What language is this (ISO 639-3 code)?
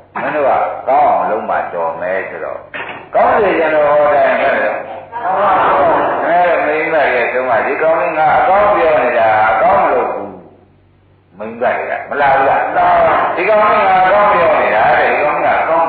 mya